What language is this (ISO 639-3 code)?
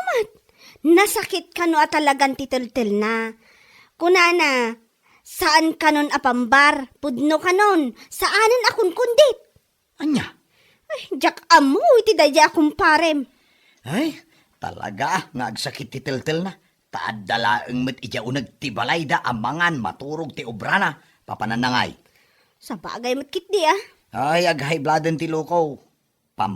ilo